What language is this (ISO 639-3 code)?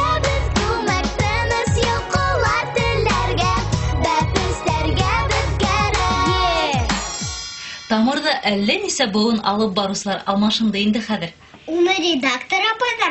bak